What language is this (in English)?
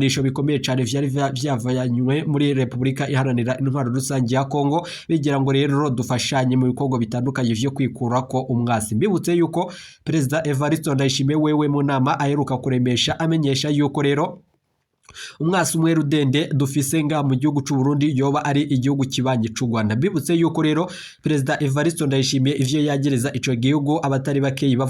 Rundi